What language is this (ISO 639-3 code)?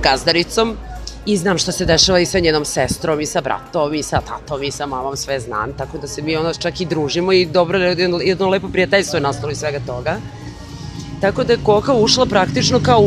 srp